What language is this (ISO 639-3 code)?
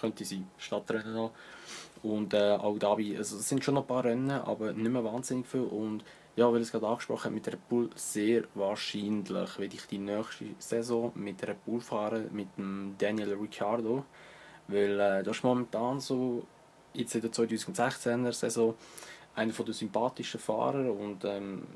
gsw